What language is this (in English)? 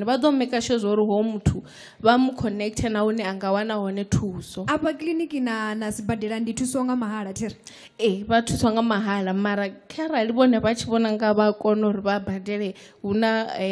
Venda